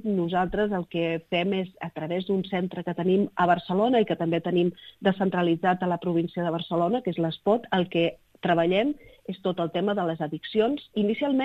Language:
Catalan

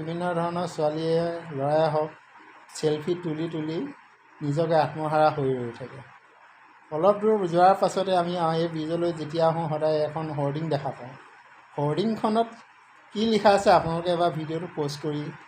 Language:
Assamese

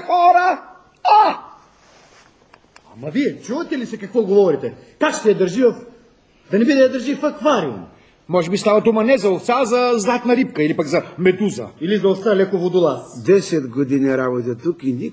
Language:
Bulgarian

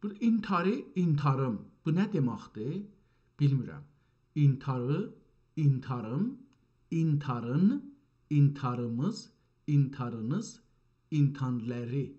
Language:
South Azerbaijani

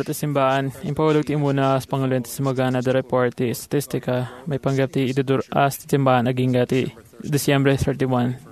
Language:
Iloko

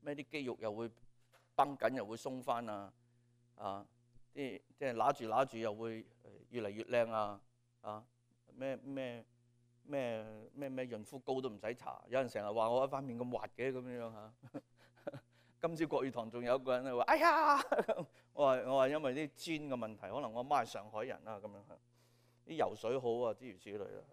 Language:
Cantonese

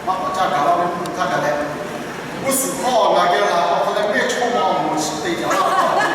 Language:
Lahu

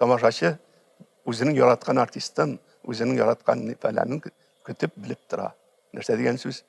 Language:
Tatar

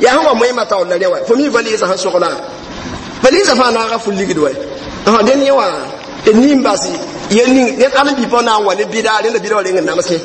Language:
Mossi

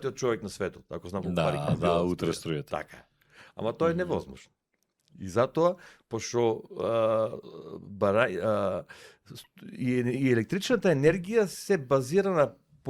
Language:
Macedonian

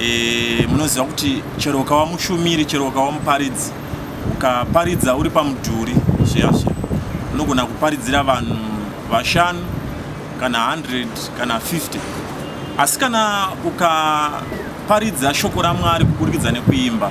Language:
Shona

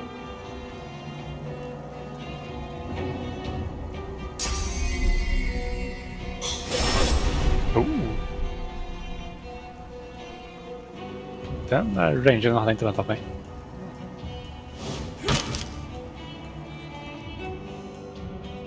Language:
Swedish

